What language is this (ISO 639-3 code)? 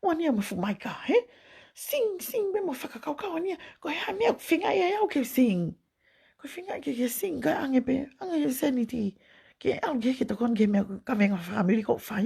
ton